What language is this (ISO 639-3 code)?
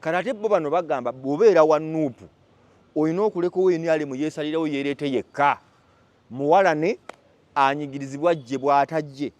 lug